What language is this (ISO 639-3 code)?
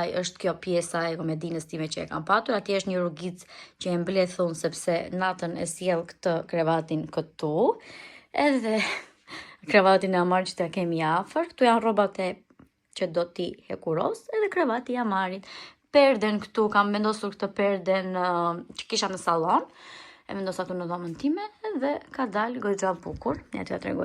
sqi